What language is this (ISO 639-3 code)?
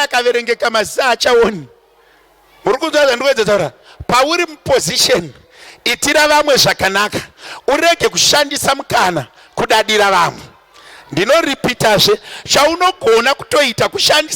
sna